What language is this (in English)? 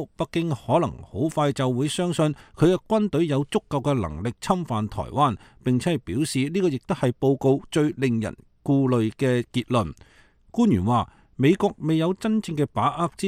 Cantonese